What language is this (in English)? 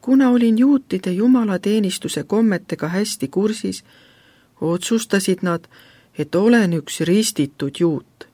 Estonian